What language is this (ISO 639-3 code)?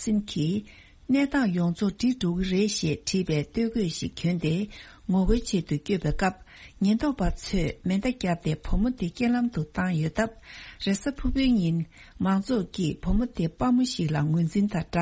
bod